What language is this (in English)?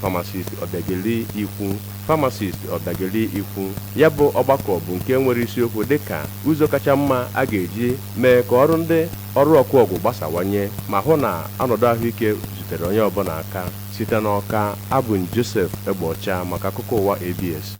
Igbo